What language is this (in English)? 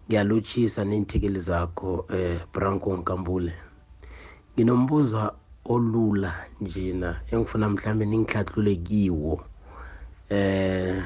South Ndebele